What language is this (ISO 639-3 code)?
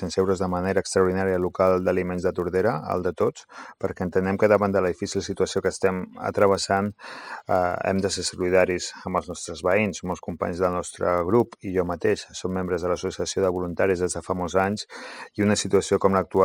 cat